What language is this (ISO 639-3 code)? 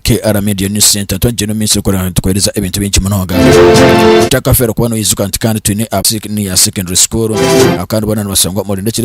nyn